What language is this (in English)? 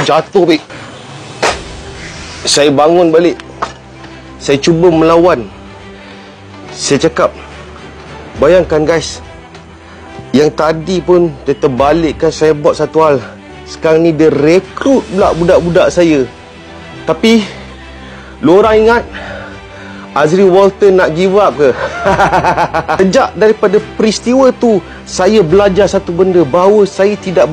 Malay